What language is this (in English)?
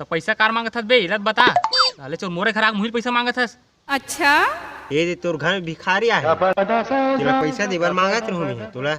Chhattisgarhi